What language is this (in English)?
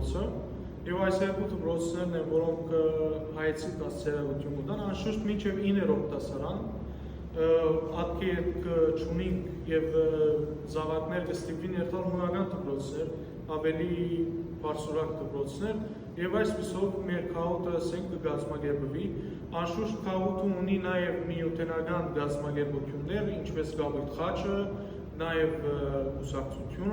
Western Armenian